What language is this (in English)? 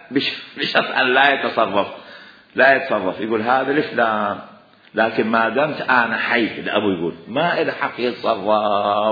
Mesopotamian Arabic